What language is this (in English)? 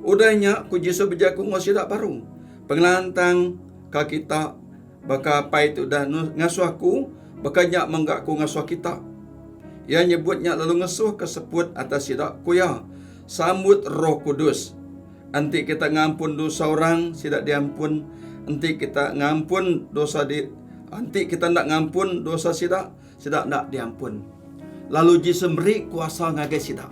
Iban